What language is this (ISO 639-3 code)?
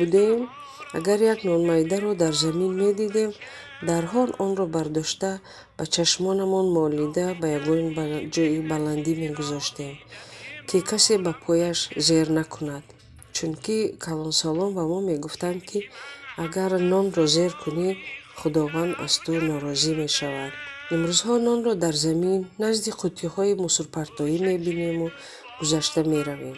tgk